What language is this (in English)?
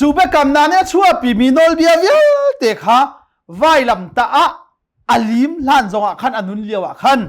Hakha Chin